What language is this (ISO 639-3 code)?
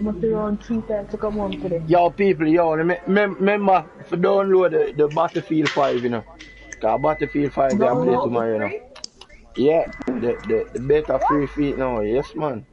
jam